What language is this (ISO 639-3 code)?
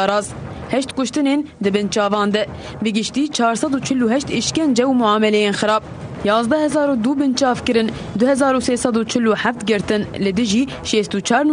kur